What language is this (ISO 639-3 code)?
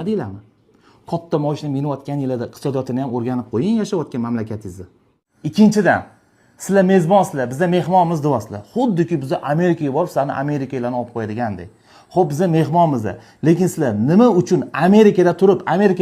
uzb